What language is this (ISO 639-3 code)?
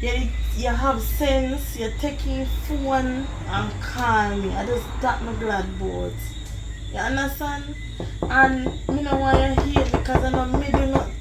jam